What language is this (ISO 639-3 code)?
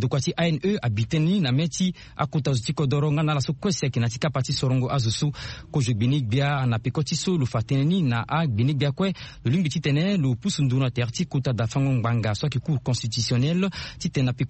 sag